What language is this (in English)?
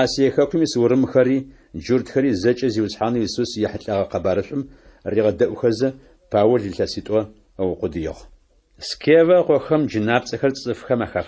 Adyghe